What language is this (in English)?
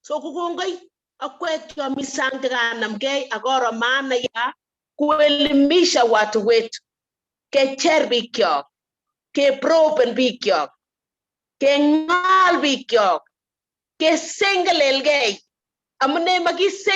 Kalenjin